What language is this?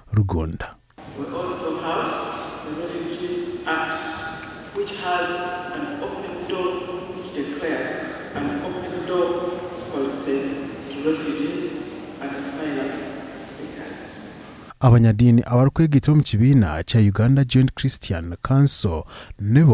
Nyankole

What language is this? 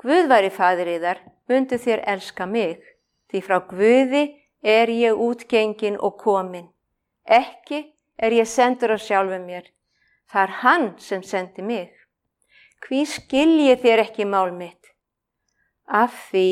Icelandic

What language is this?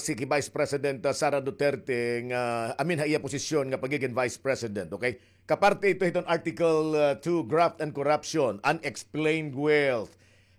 Waray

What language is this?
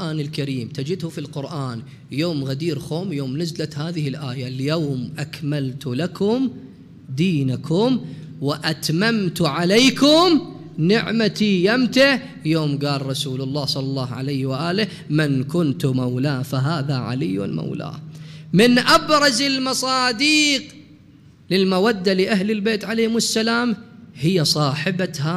Mesopotamian Arabic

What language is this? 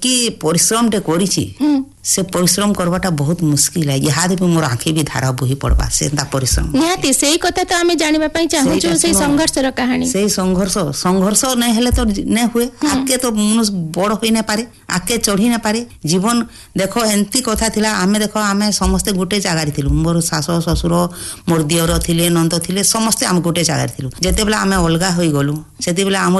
Odia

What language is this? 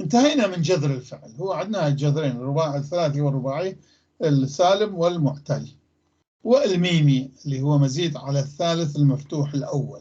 North Levantine Arabic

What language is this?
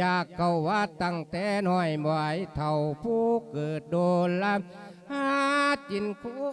Lao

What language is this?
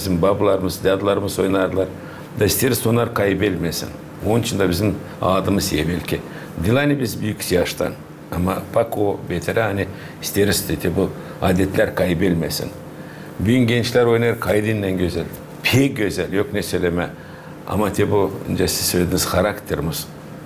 Gagauz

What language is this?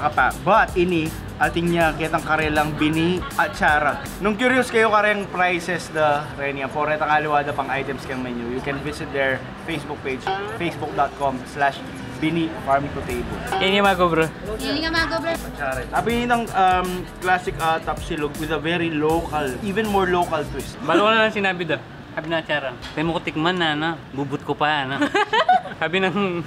Pampanga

